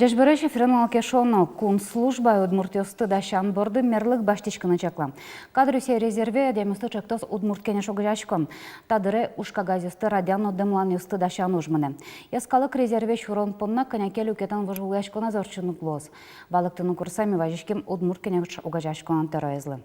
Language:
Udmurt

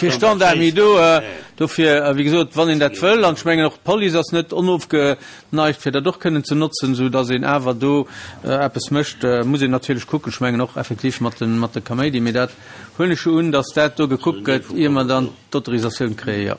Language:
Luxembourgish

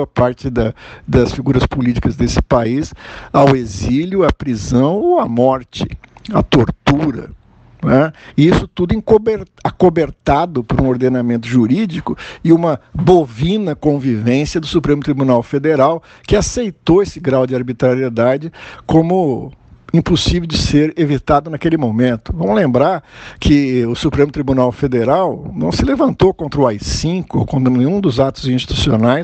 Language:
Portuguese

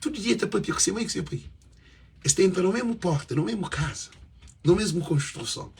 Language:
Kabuverdianu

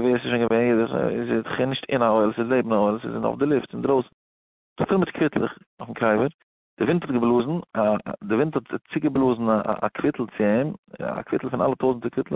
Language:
Yiddish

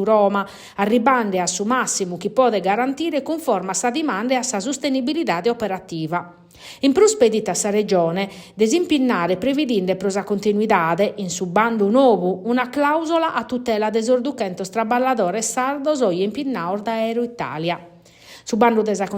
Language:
Sardinian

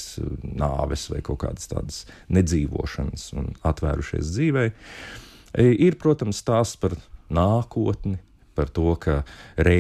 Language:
Latvian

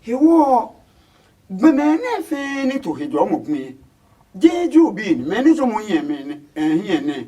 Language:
Adangme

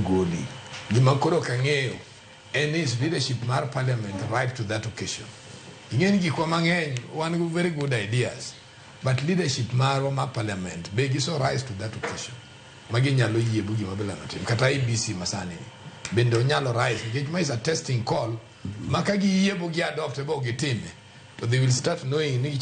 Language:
Luo (Kenya and Tanzania)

